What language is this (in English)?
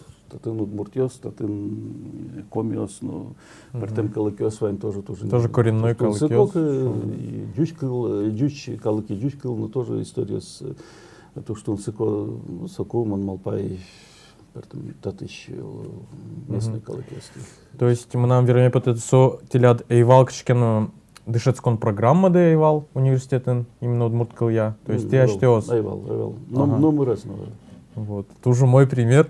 Udmurt